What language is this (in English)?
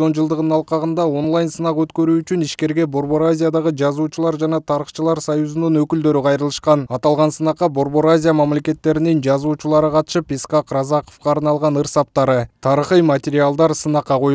Kyrgyz